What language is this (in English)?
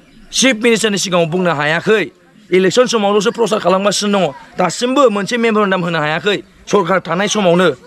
Bodo